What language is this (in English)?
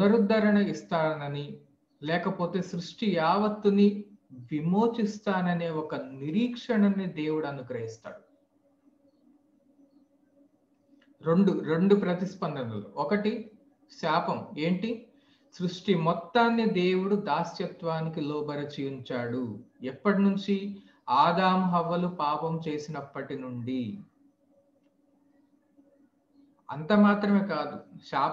Telugu